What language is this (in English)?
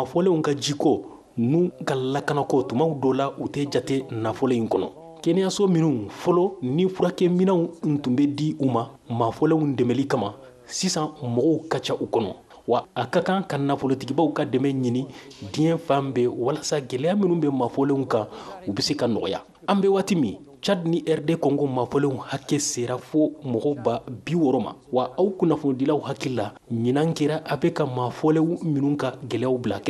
Bambara